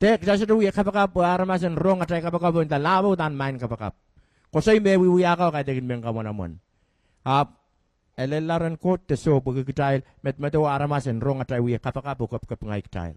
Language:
Pohnpeian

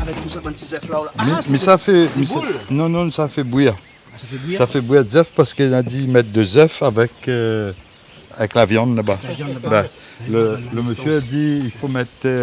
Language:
Réunion Creole French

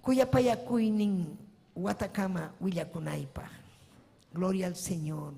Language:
Ayacucho Quechua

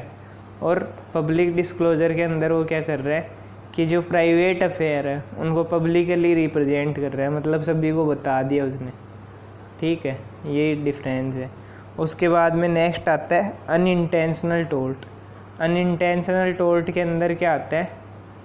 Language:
Hindi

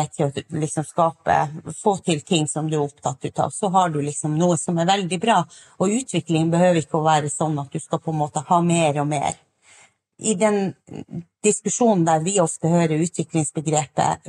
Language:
Norwegian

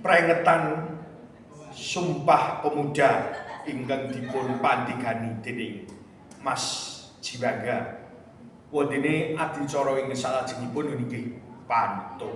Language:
Javanese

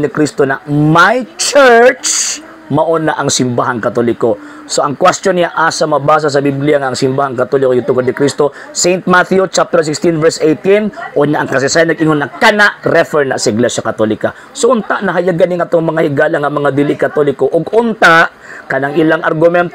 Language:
Cebuano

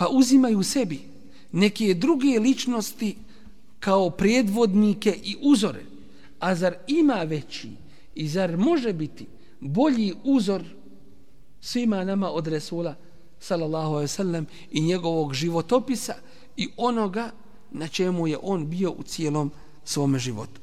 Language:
Bosnian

